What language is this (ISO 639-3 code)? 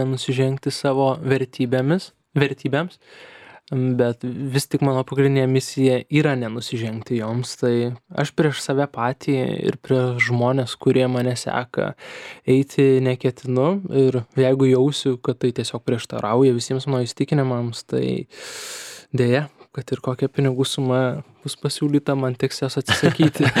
lit